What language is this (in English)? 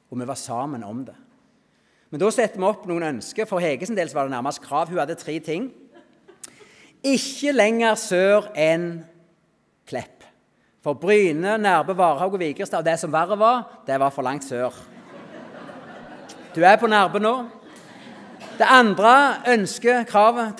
Norwegian